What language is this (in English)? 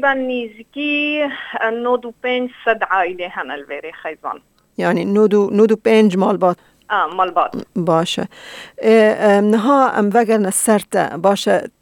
Kurdish